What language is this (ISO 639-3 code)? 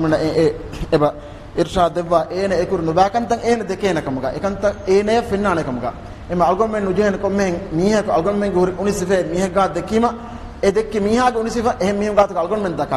div